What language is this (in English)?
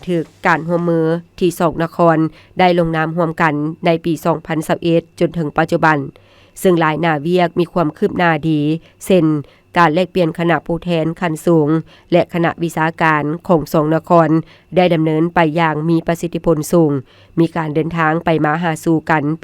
Lao